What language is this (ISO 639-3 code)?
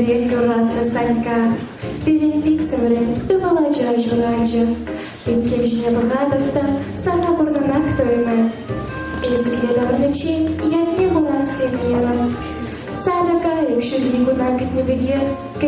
chv